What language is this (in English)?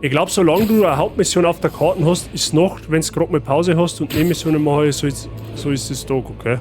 Bavarian